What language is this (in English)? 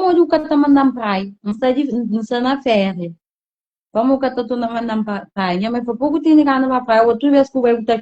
Kabuverdianu